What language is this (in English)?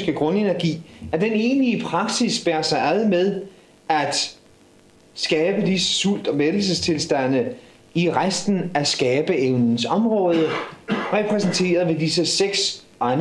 Danish